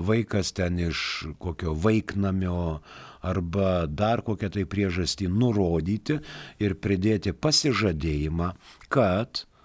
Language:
Lithuanian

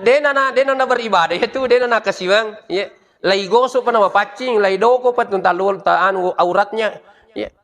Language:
Buginese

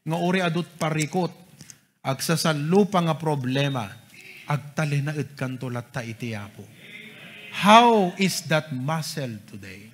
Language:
Iloko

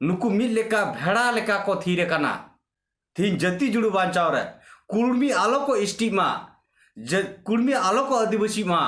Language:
Santali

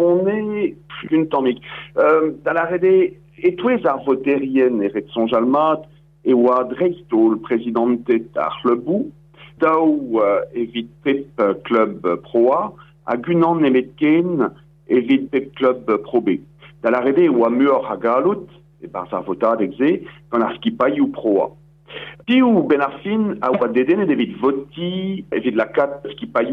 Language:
Breton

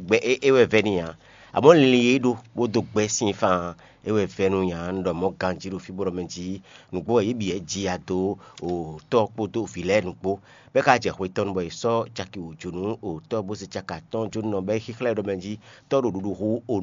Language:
Fon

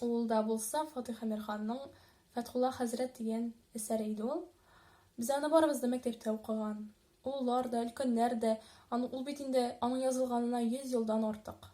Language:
Tatar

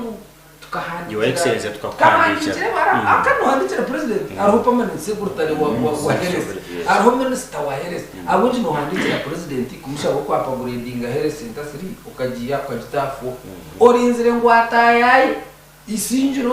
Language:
Nyankole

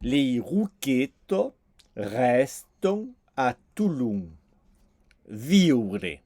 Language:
Occitan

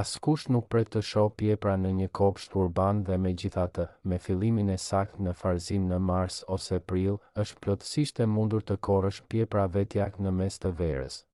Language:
Albanian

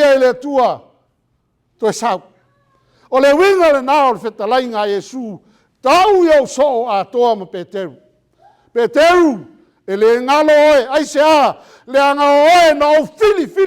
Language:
Samoan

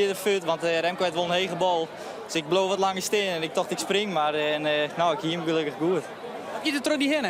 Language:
Western Frisian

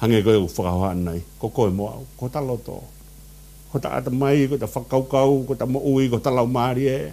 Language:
Tongan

